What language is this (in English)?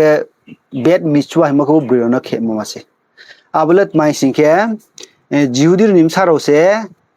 Riang (India)